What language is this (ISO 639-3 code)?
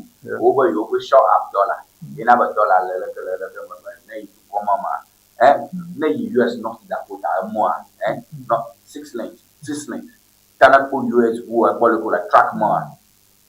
ewe